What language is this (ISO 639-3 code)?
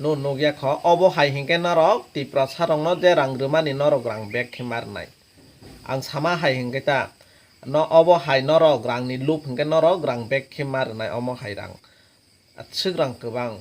trp